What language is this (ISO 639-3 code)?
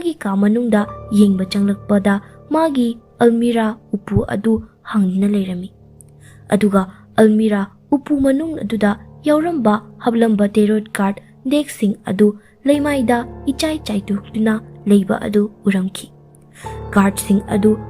mni